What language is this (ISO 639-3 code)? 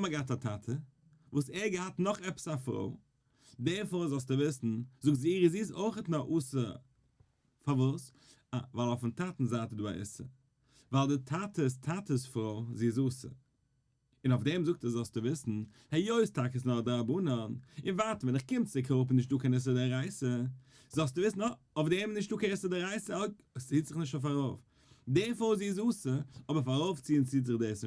yid